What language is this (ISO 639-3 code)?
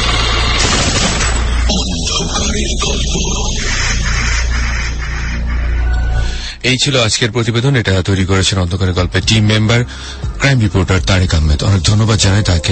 ben